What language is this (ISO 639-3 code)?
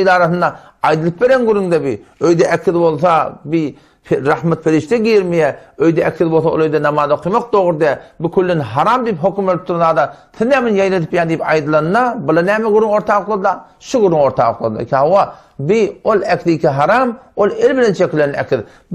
tuk